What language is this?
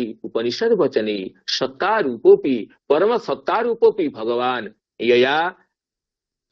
Sanskrit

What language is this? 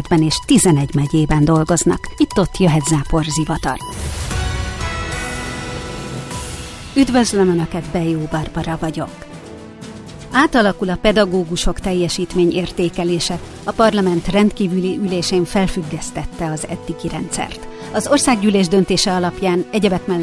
Hungarian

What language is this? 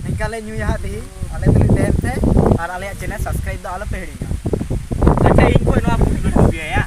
Santali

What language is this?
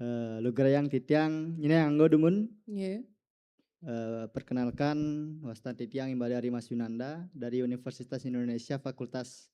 Balinese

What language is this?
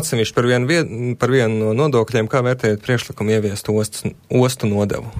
Latvian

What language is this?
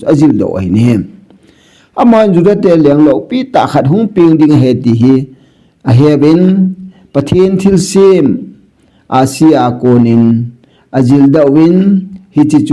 Thado Chin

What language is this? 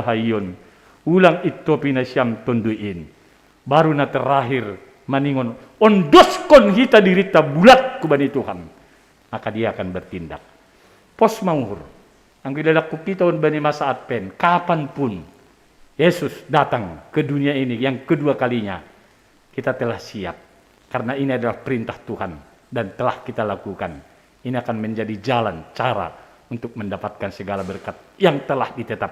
Batak Simalungun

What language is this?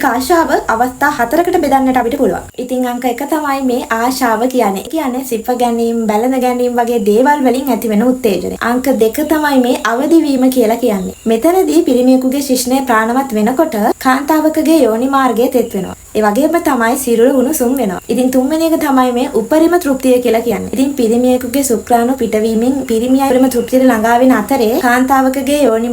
Sinhala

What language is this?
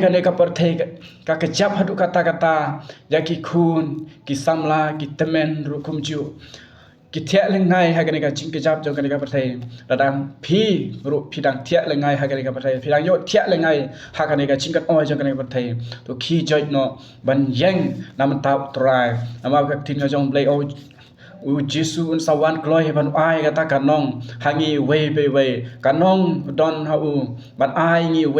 Khasi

